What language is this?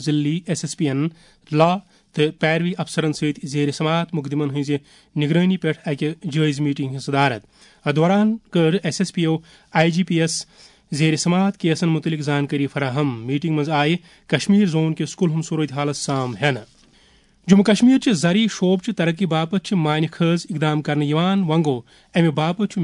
Kashmiri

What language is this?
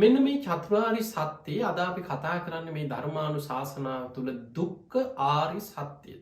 Sinhala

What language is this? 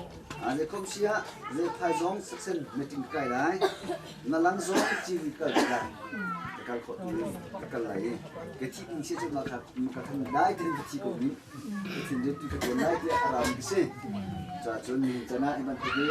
Hakha Chin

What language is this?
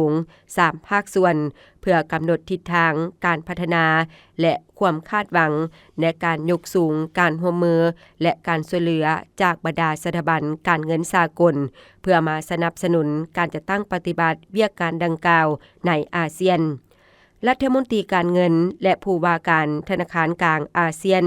Lao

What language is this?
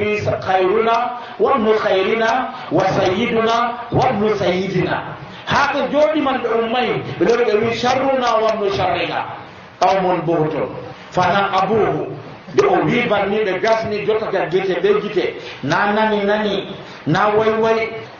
Nigerian Fulfulde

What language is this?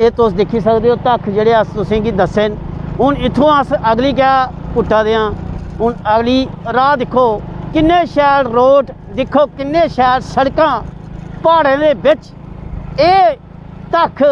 Dogri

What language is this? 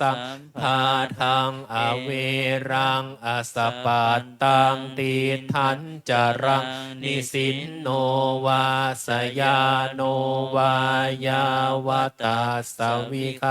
Pali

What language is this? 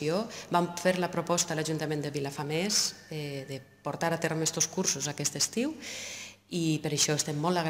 Catalan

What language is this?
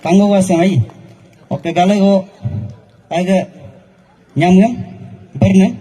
Galo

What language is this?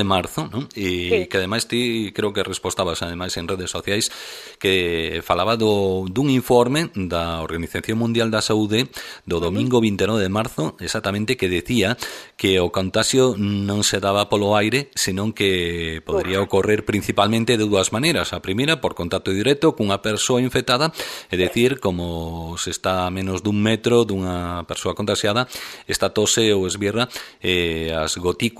Galician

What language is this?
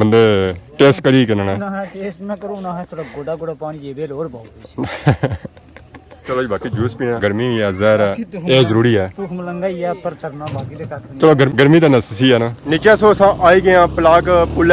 Pahari-Potwari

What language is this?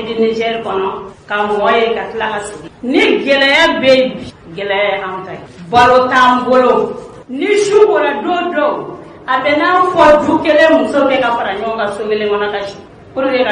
Bambara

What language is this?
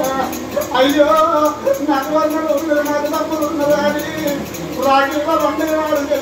Telugu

